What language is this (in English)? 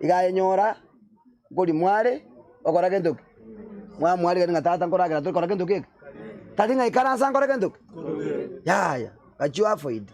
Gusii